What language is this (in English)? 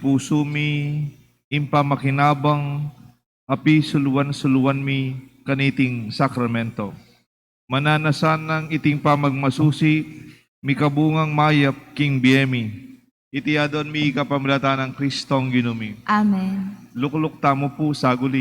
Pampanga